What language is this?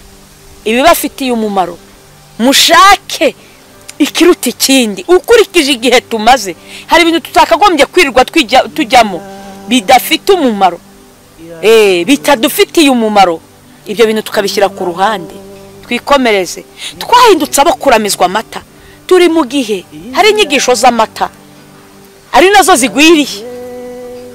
Kinyarwanda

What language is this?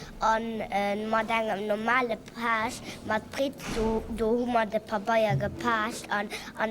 Luxembourgish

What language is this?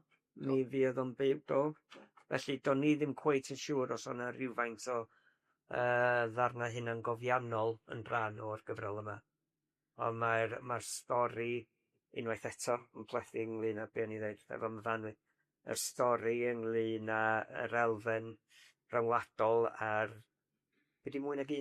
Welsh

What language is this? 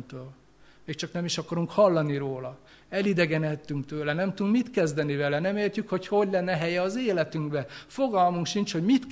Hungarian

